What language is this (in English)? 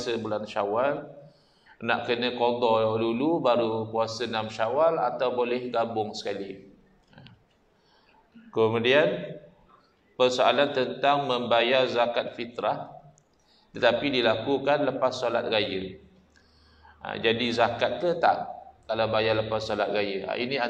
Malay